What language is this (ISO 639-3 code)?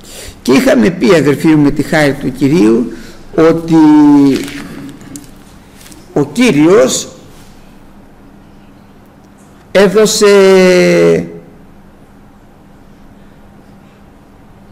ell